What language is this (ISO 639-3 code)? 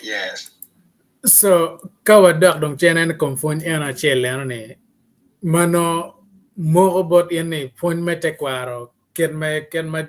ach